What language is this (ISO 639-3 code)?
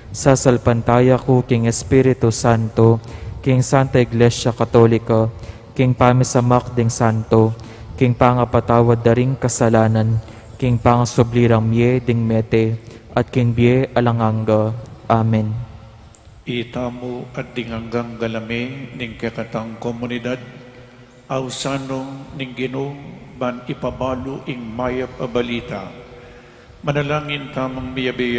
pam